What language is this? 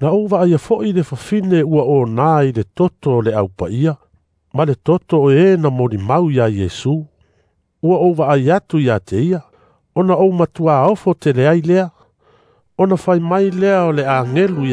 Samoan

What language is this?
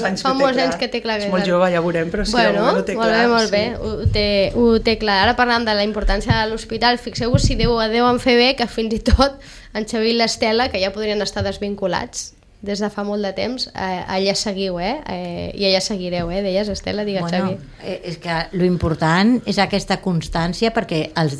Catalan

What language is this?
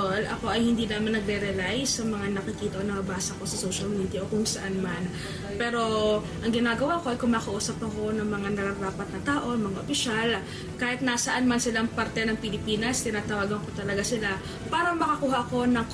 Filipino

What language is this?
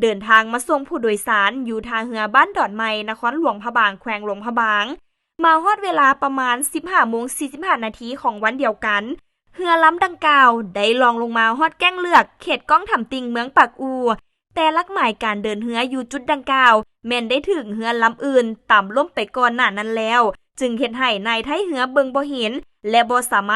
Lao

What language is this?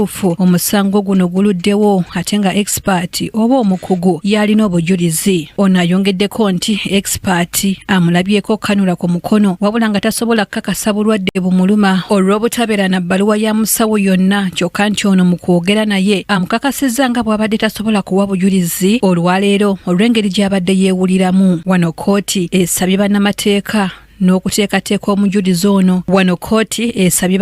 Ganda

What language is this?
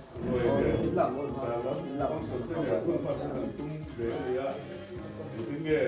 Mizo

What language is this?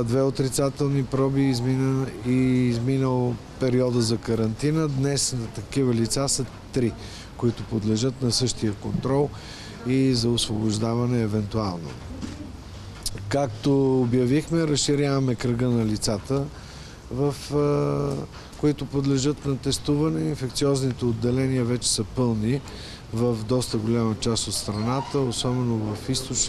Bulgarian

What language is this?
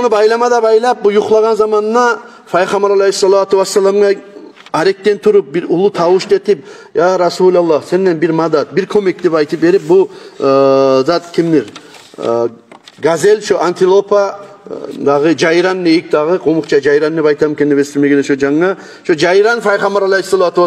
Kumyk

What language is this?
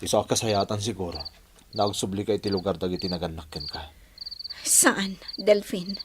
Iloko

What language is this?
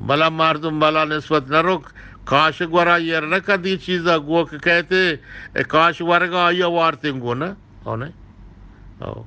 Eastern Balochi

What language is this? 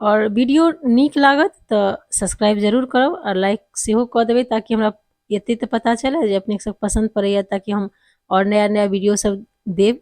Maithili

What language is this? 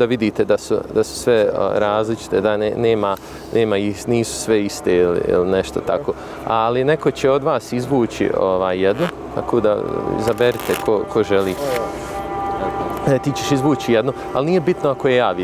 Bosnian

